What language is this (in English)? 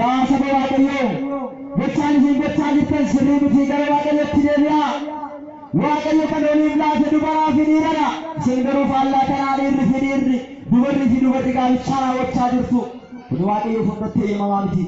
Oromo